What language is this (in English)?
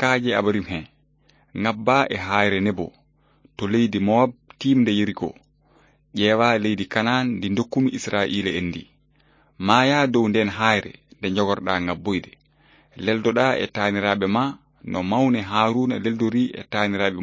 Fula